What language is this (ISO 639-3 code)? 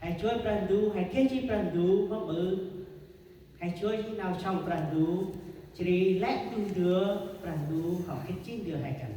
cmo